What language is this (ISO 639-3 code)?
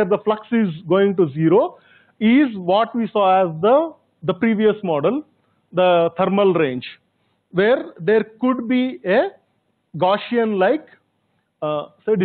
eng